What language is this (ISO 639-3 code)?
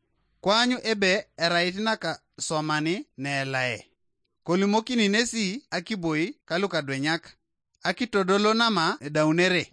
teo